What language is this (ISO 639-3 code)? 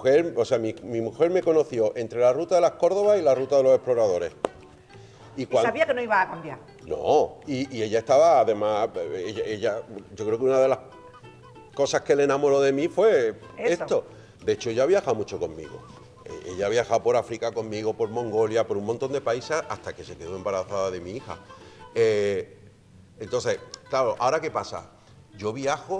spa